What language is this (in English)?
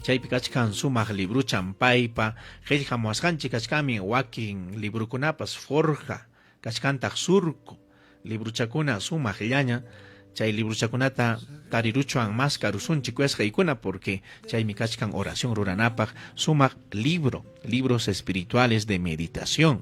Ayacucho Quechua